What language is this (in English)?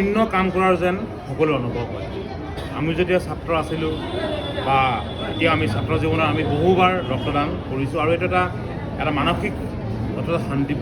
Assamese